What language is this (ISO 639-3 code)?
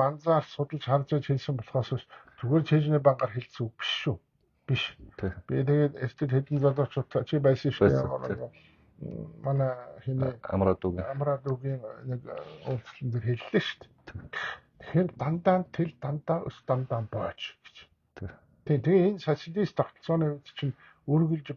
mon